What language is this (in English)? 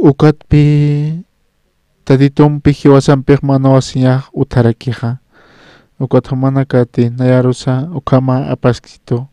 Aymara